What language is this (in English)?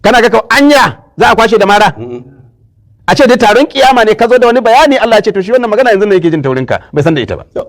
Hausa